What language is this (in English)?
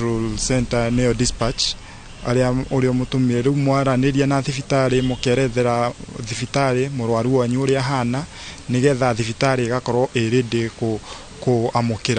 Kikuyu